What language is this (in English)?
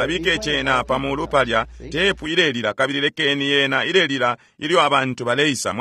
Bemba